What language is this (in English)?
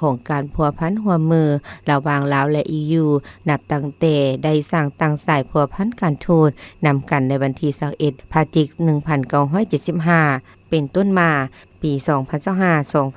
Lao